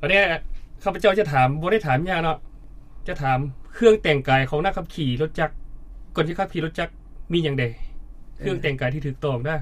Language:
Lao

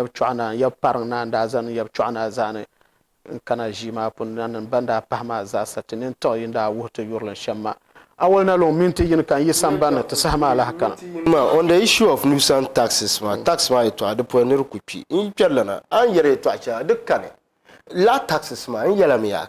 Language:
Dagbani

